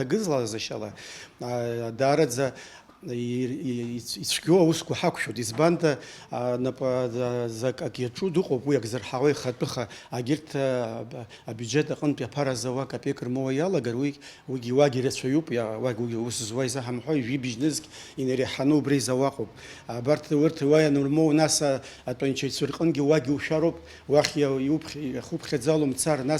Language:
Abkhazian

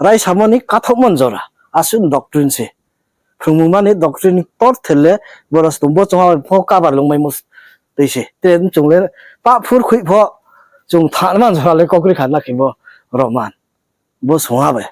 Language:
Riang (India)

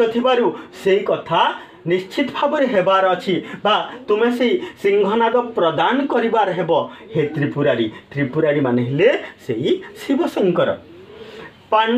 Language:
Odia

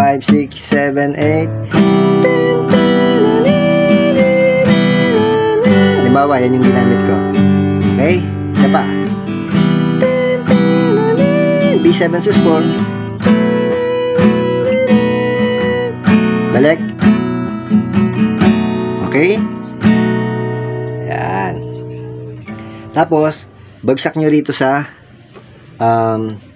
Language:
Filipino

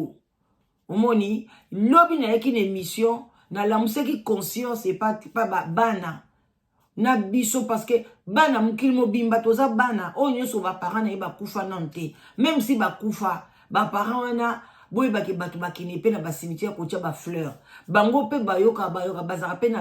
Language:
Lingala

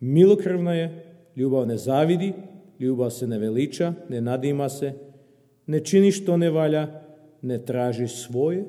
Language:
Serbian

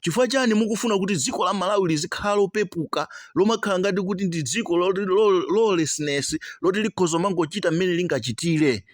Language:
Nyanja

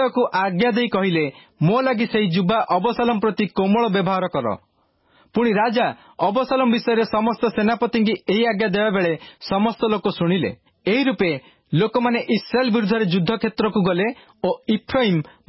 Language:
Odia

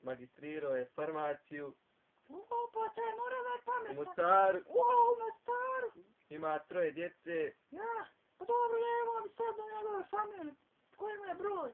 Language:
Bosnian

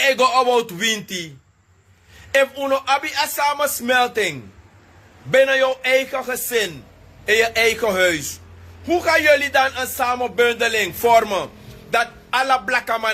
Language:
Sranan Tongo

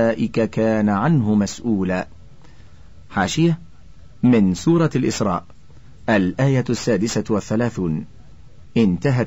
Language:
Arabic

